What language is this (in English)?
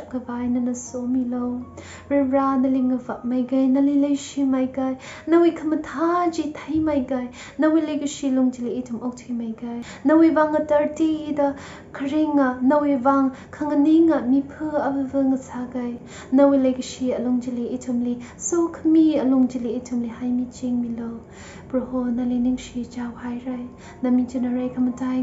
Tangkhul Naga (India)